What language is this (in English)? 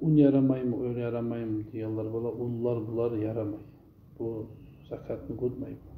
Kumyk